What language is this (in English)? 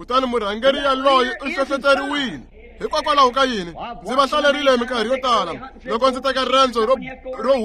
Tsonga